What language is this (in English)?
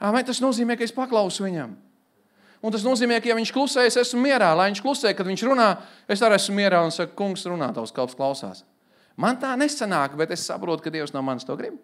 Latvian